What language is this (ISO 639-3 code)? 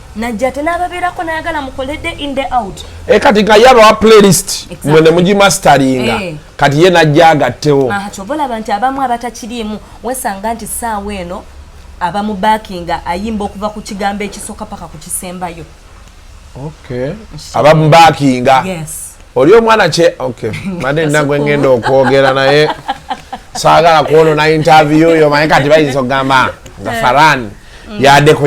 lug